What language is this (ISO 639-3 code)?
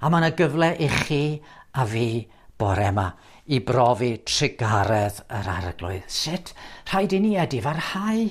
cym